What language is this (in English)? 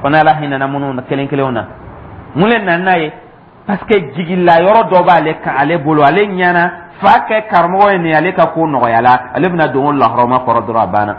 Dyula